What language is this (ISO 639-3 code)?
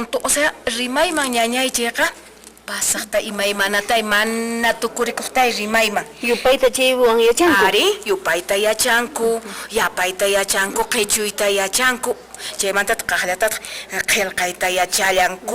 que